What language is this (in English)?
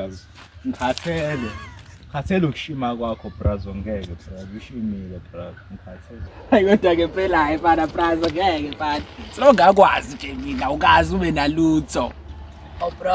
Zulu